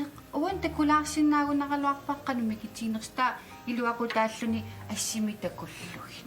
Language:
Kalaallisut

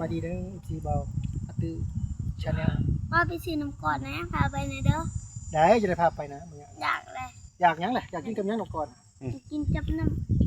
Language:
Northeastern Thai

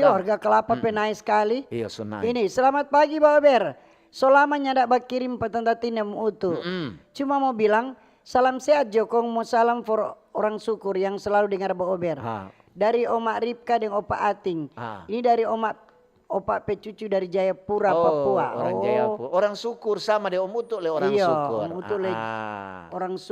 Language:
Manado Malay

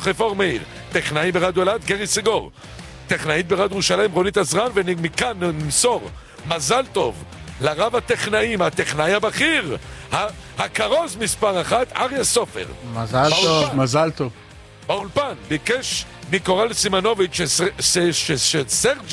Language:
Hebrew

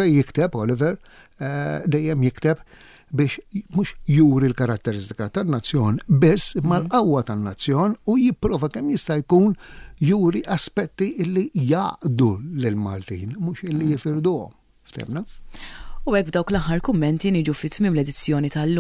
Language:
Maltese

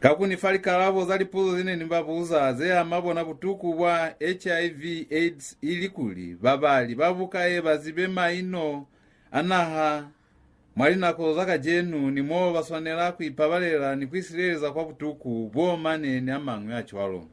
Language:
Lozi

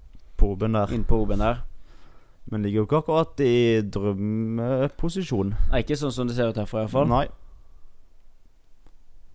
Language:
Norwegian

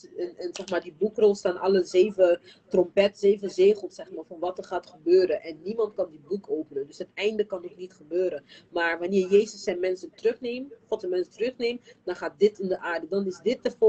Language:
Dutch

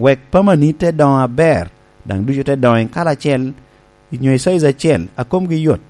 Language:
Lango (Uganda)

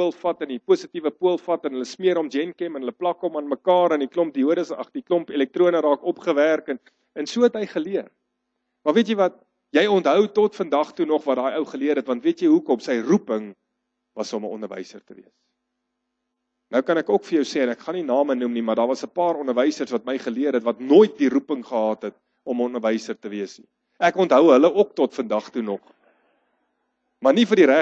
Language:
Afrikaans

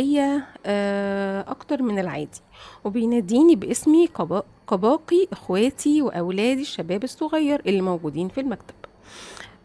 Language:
Egyptian Arabic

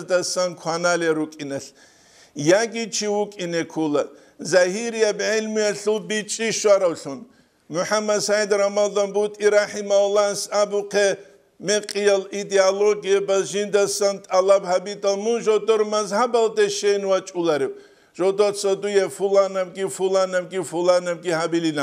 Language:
Avaric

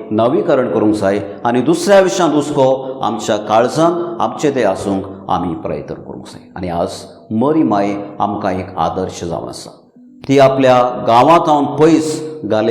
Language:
Konkani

